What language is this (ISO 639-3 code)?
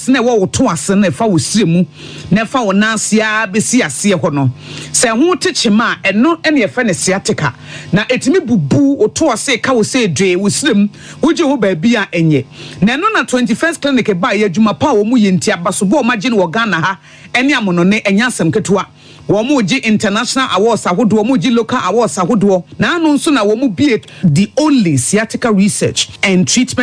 aka